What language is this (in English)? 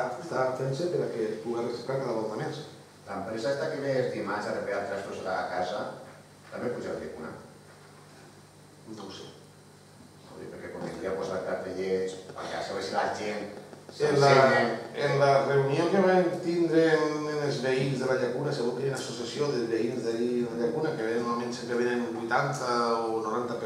Catalan